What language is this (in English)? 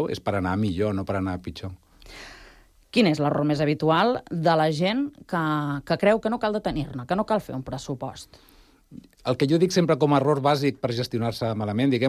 Catalan